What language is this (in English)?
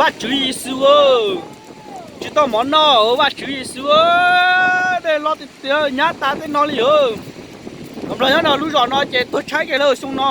Hmong